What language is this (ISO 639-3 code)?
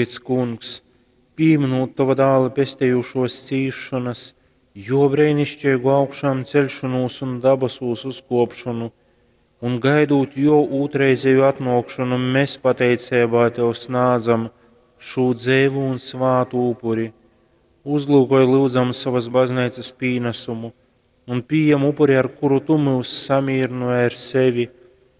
ltg